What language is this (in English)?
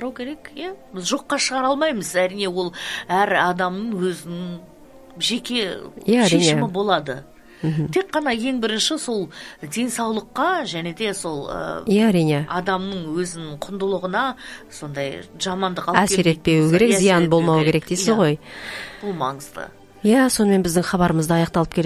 Kazakh